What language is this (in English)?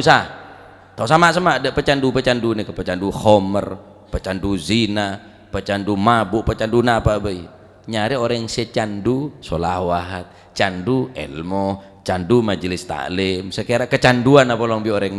Madurese